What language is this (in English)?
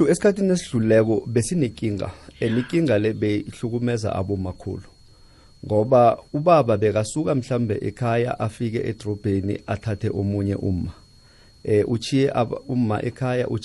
South Ndebele